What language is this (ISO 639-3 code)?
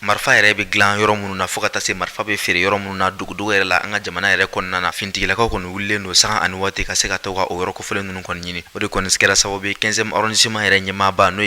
bam